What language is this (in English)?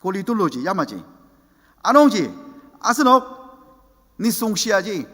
Ao Naga